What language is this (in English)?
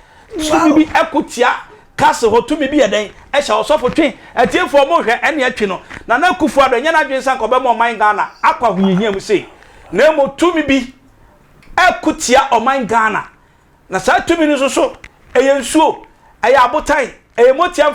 Akan